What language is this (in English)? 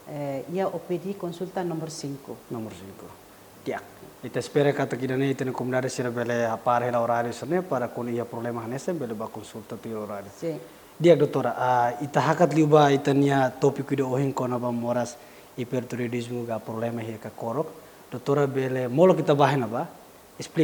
Tetum